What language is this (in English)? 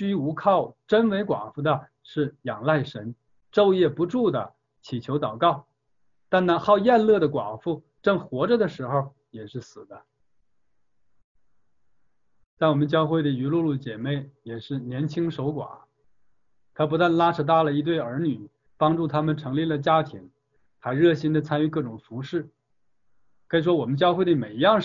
Chinese